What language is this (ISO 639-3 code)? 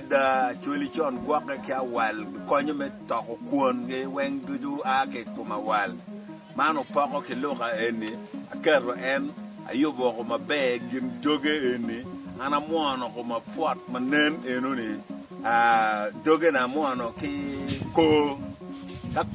ach